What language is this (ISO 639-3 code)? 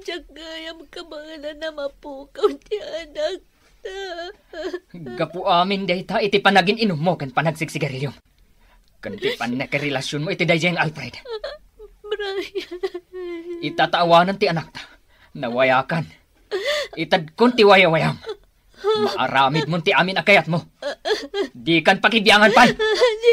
ilo